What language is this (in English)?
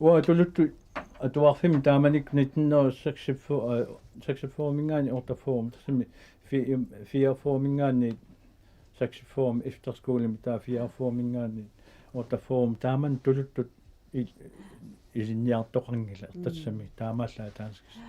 Kalaallisut